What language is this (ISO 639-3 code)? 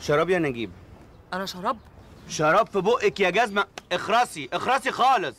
arz